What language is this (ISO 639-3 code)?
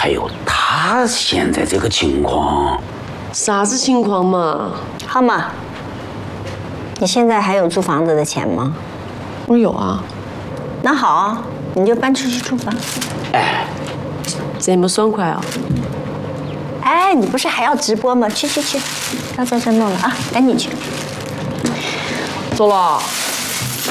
zho